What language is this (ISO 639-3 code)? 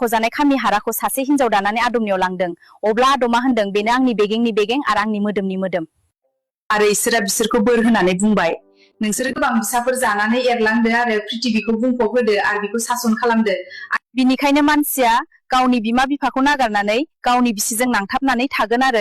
brx